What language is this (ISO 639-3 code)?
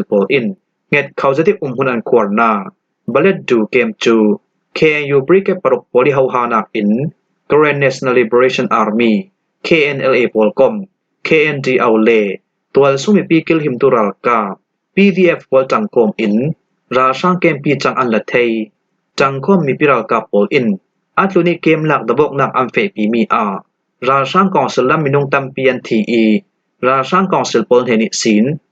cfm